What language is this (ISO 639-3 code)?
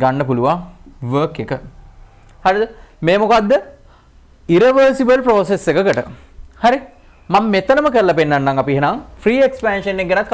sin